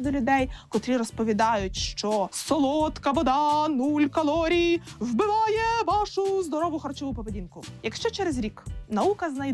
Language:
Ukrainian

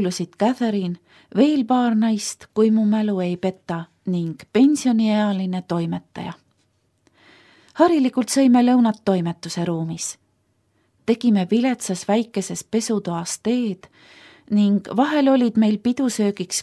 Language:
Estonian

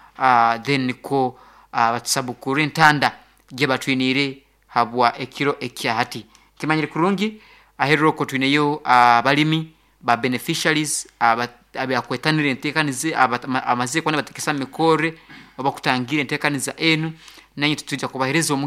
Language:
Nyoro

